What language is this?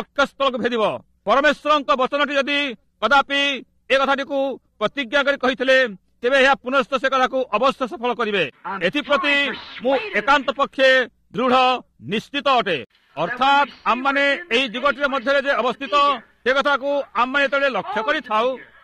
Odia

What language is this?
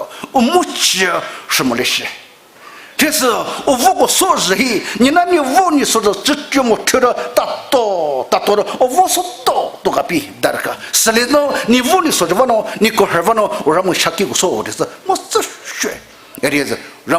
Poumei Naga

